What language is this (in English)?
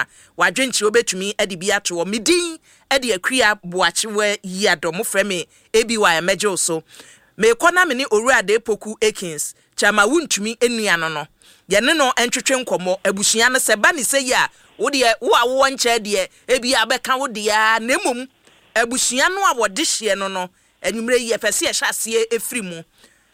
Akan